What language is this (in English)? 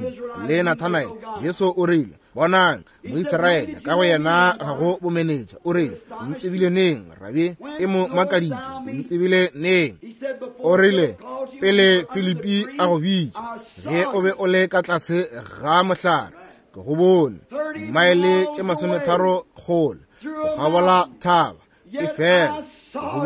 Northern Sotho